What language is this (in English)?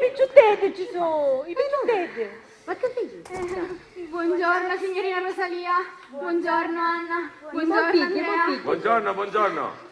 Sicilian